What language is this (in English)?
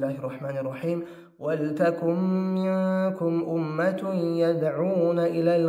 Kumyk